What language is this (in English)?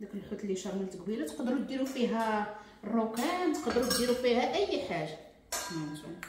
Moroccan Arabic